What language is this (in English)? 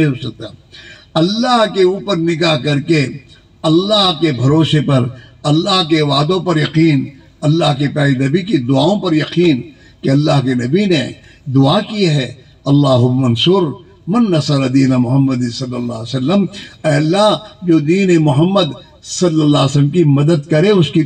Urdu